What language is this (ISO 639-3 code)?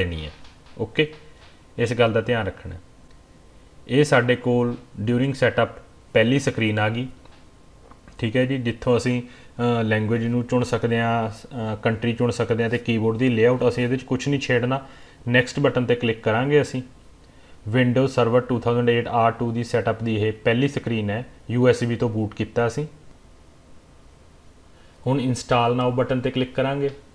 pan